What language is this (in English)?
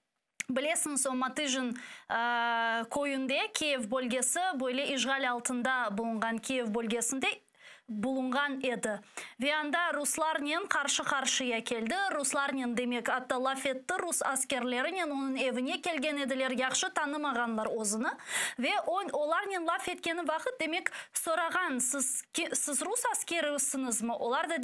Crimean Tatar